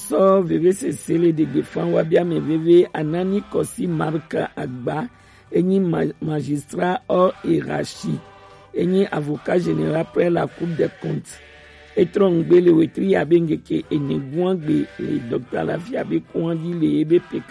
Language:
Gen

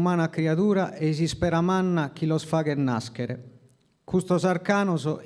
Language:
Sardinian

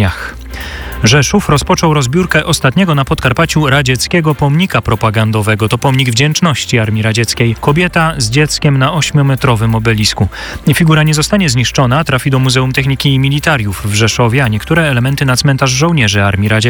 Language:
Polish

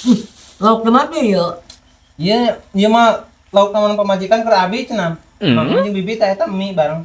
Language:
Sundanese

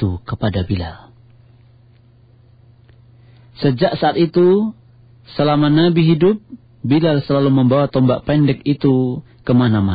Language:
Indonesian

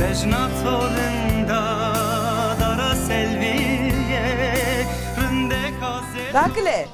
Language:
Zaza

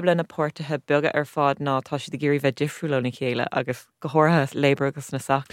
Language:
Irish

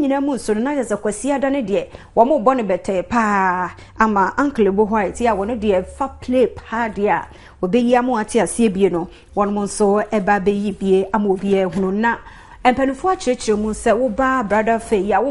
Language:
Akan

